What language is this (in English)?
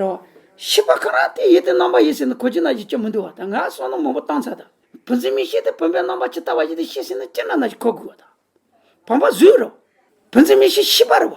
Tibetan